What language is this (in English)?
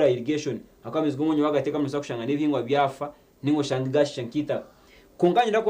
Nyankole